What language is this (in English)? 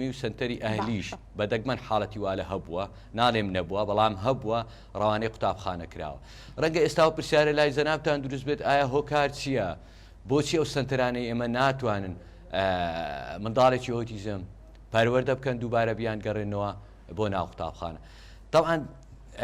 Central Kurdish